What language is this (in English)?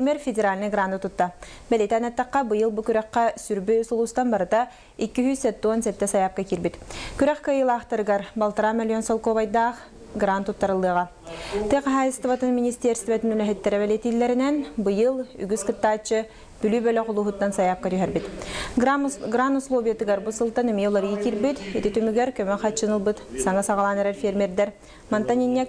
Yakut